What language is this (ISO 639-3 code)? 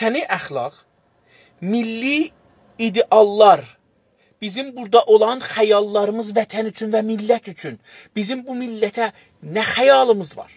azb